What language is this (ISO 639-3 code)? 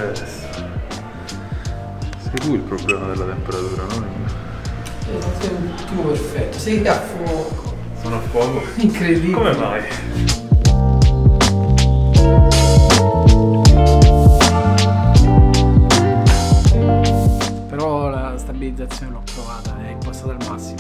ita